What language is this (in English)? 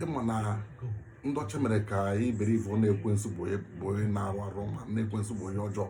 Igbo